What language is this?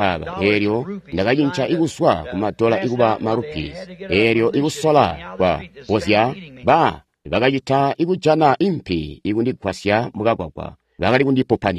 Tonga (Zambia)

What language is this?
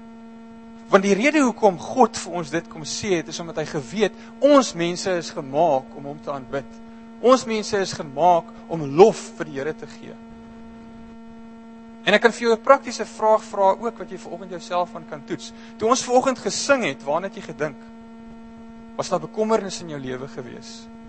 Afrikaans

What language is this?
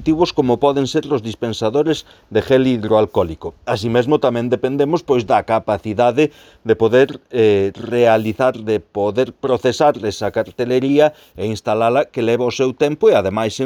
Galician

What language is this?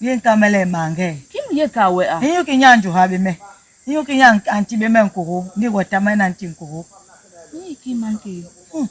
Basaa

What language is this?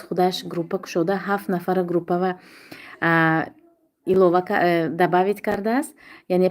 Tajik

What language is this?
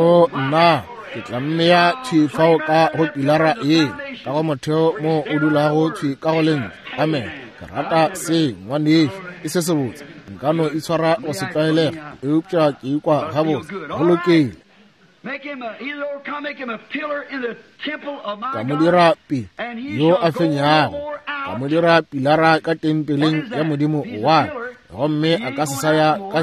Northern Sotho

